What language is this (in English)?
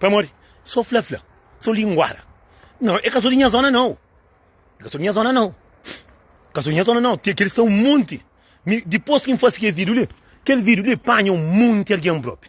Kabuverdianu